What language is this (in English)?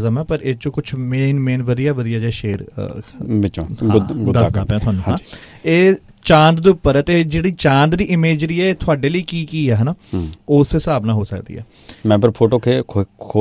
Punjabi